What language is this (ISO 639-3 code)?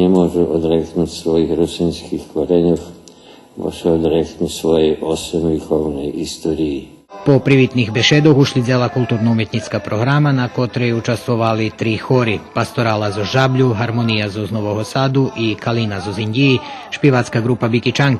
rue